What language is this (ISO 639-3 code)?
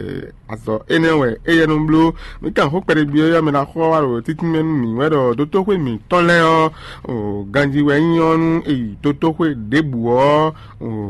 fon